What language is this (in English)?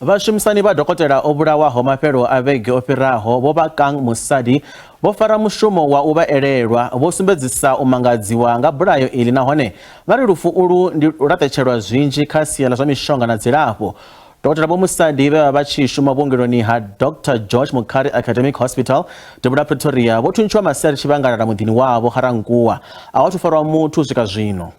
Venda